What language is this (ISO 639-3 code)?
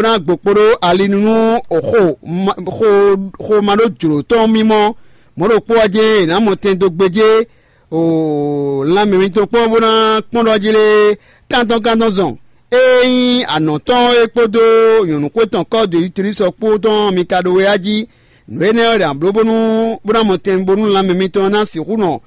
fon